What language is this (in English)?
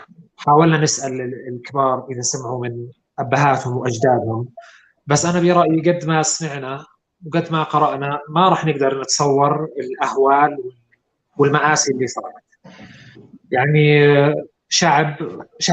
North Levantine Arabic